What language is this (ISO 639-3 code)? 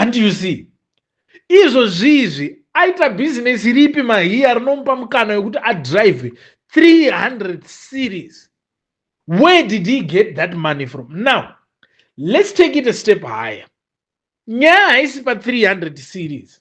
sna